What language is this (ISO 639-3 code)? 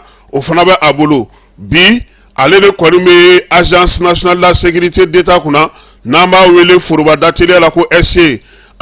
bam